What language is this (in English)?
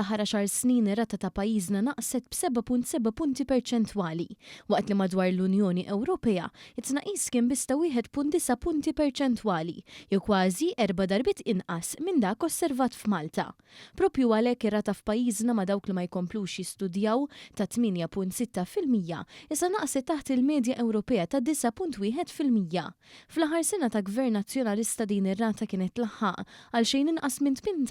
Maltese